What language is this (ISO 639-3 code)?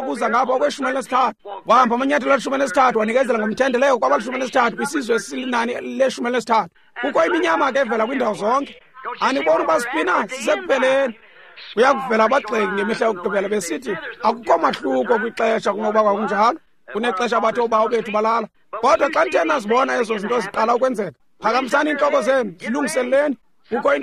xho